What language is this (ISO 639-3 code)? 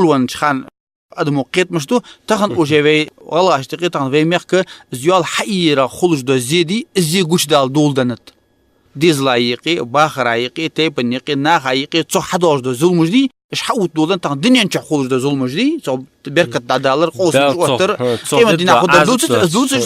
inh